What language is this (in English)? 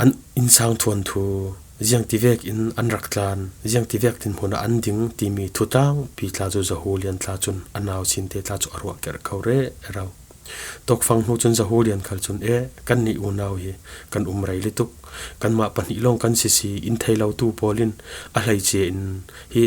Falam Chin